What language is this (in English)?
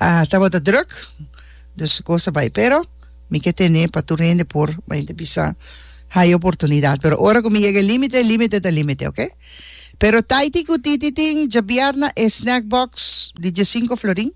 Papiamento